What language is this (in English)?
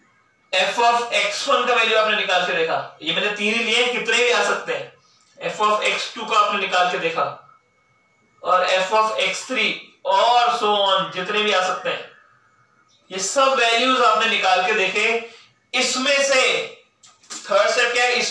Hindi